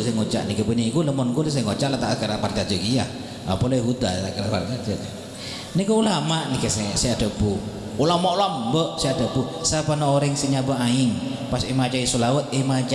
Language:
Madurese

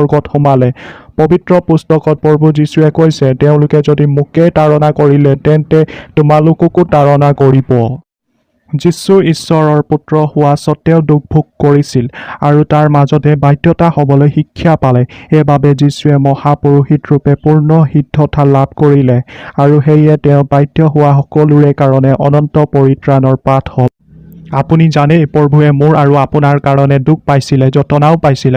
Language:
Assamese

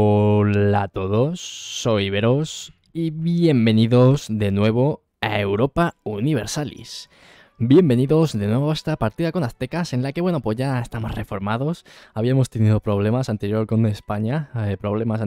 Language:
Spanish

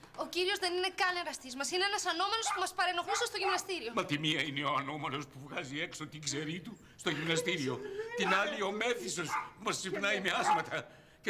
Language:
Greek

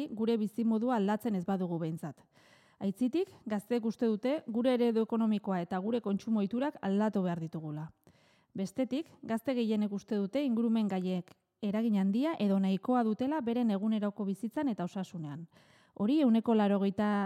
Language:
Basque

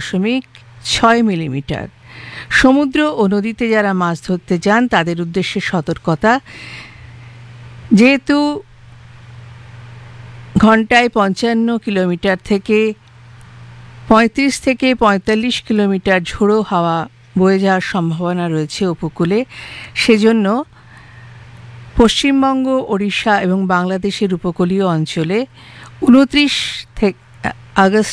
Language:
Bangla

